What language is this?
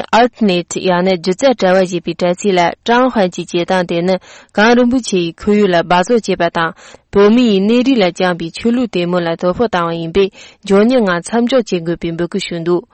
Tibetan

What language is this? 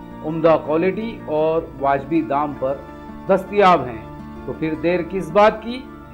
Marathi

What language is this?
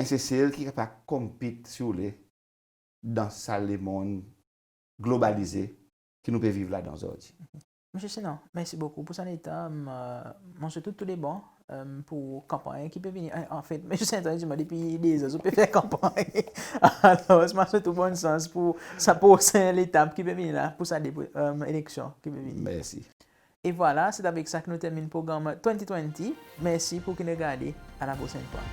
Seselwa Creole French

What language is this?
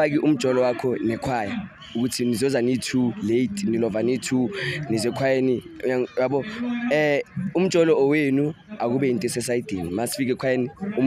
Zulu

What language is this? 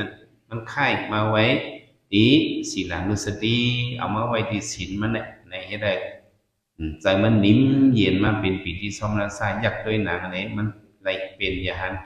Shan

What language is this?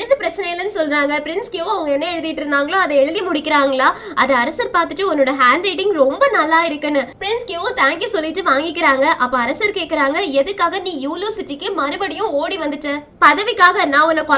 Tamil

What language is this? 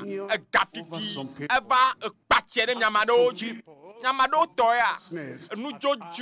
Ewe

